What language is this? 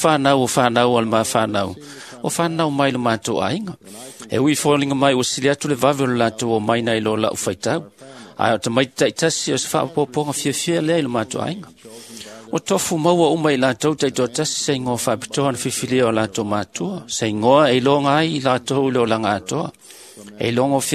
Samoan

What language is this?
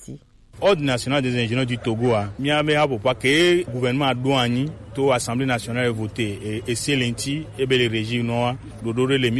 Gen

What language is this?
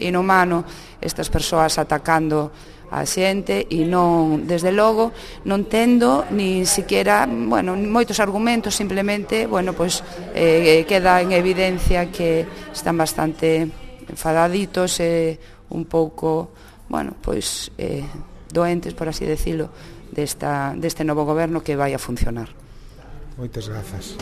Galician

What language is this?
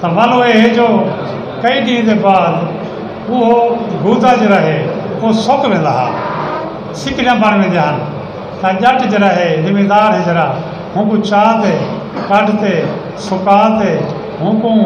Saraiki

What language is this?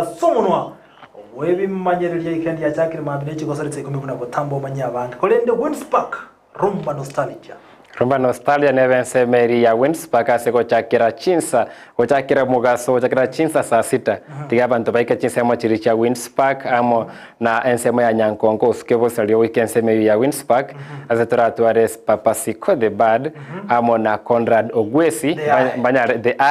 Gusii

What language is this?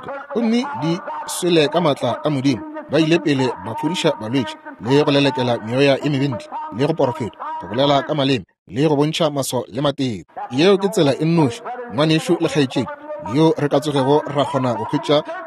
Northern Sotho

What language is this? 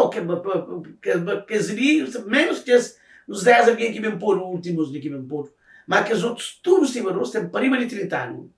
Kabuverdianu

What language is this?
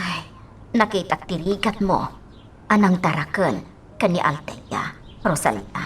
Iloko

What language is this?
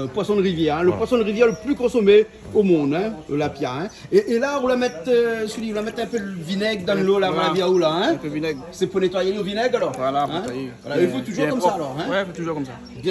Réunion Creole French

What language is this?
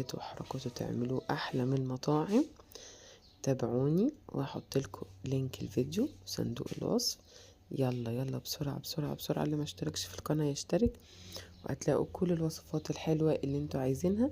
Egyptian Arabic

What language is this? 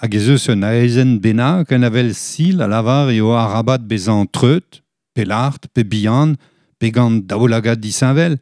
Breton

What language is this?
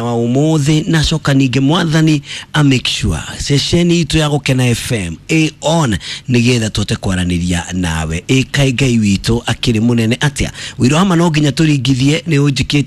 Kikuyu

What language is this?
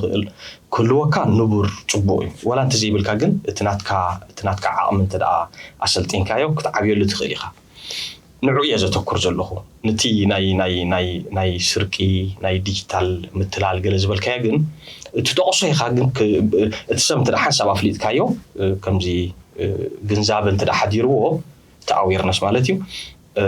Tigrinya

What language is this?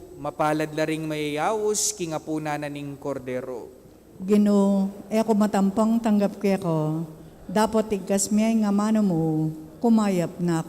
Pampanga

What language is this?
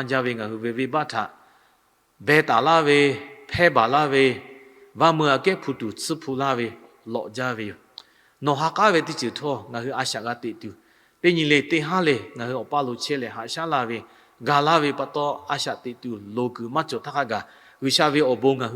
Lahu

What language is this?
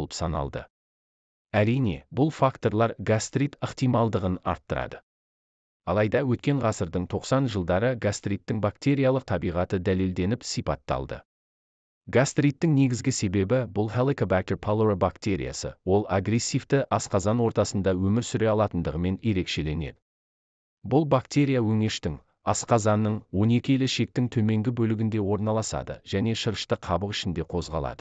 Kazakh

